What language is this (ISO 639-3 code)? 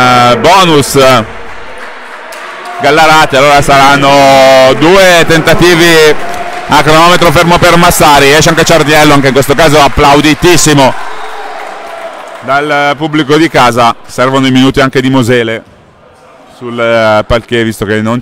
ita